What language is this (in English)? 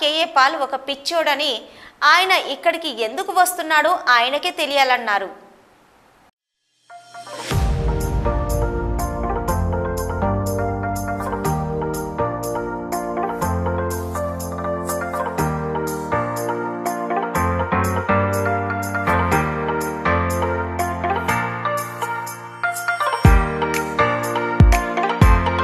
Telugu